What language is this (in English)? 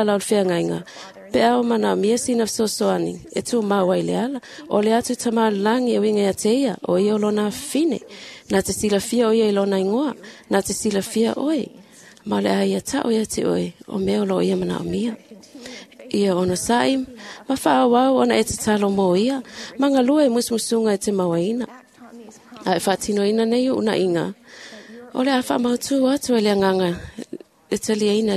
Samoan